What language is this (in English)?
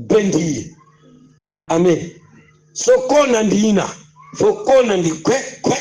Nyanja